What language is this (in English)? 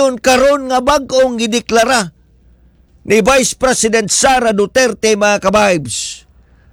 Cebuano